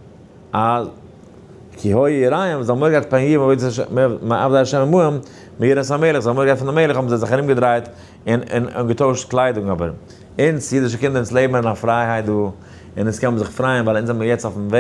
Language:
Yiddish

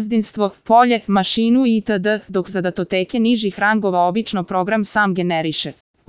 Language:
Serbian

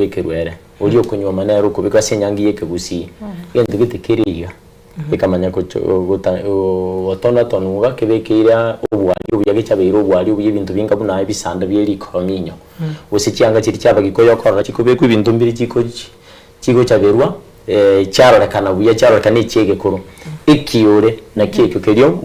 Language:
Gusii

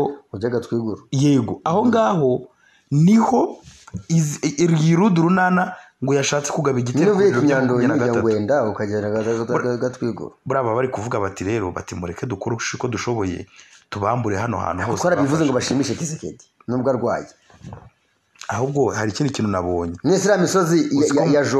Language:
Kinyarwanda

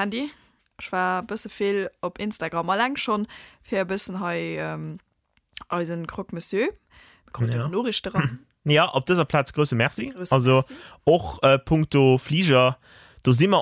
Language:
Luxembourgish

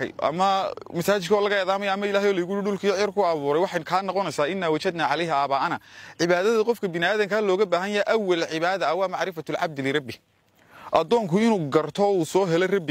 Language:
Somali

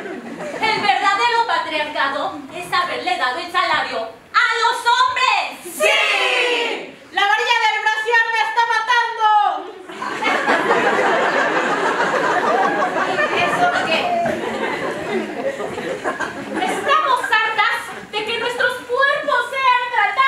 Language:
Spanish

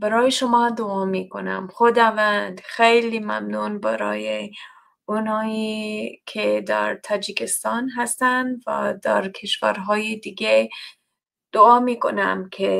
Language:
Tajik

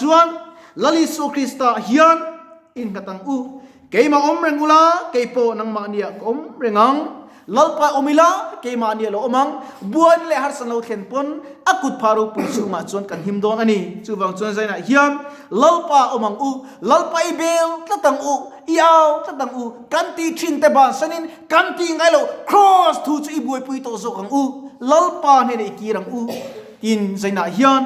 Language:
Mizo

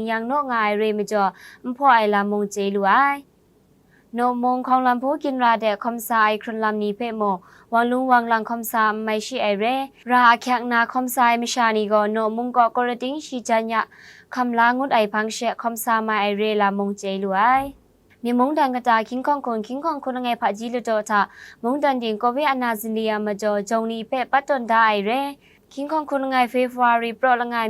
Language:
Kachin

